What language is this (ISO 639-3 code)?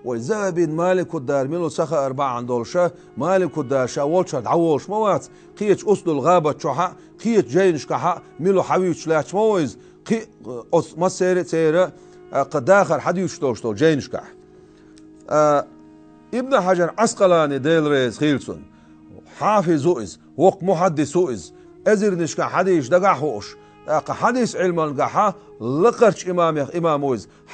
che